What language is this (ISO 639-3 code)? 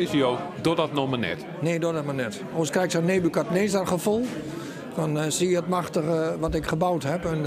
fry